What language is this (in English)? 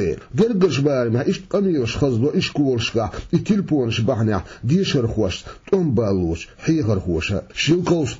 Chechen